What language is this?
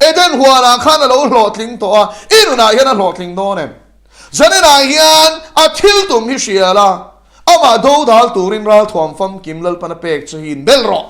Mizo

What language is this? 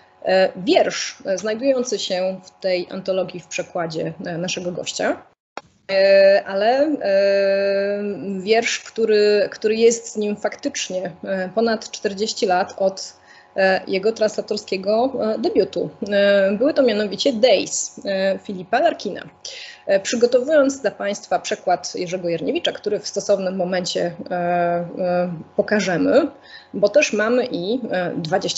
Polish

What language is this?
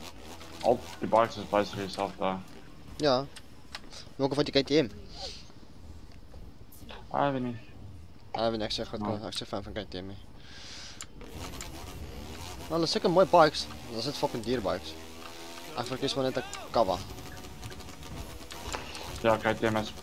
Afrikaans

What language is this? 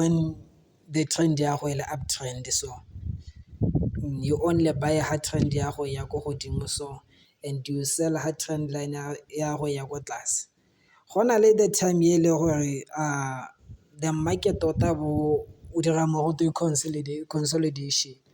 Tswana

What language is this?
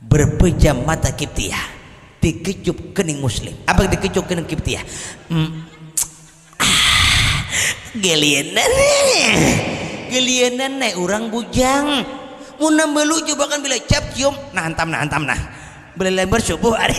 Banjar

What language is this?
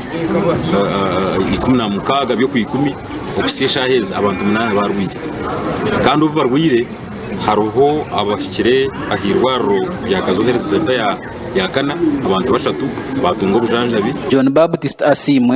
Nyankole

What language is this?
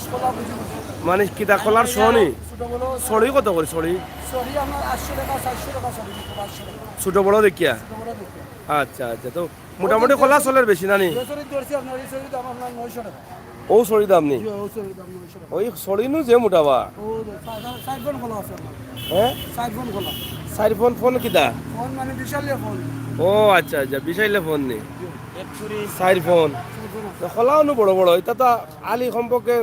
Sylheti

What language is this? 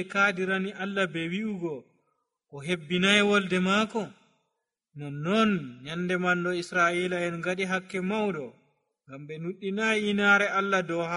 Nigerian Fulfulde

